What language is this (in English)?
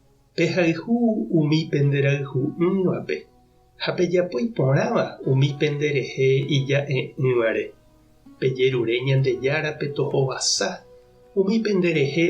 Guarani